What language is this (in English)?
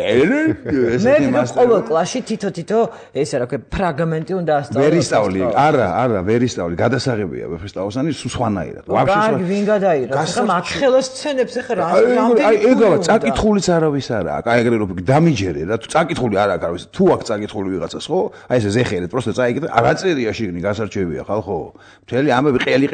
Georgian